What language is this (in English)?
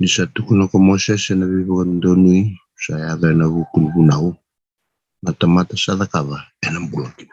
Fijian